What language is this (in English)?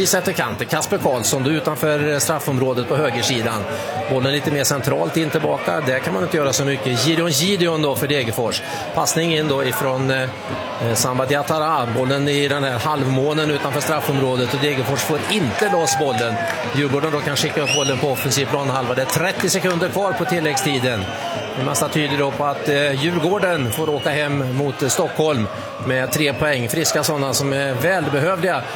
Swedish